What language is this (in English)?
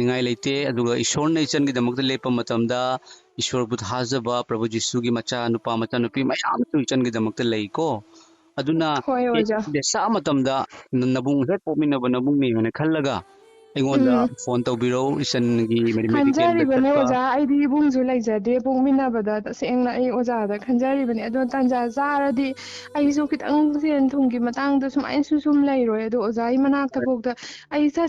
Manipuri